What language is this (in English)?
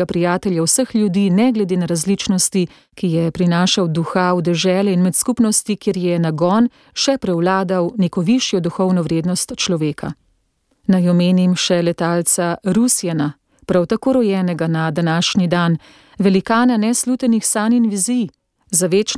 Slovenian